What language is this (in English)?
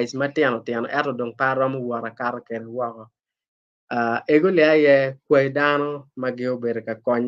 Acoli